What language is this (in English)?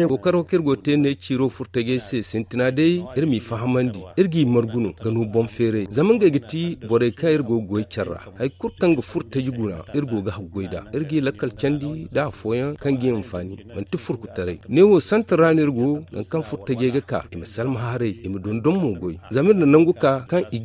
Zarma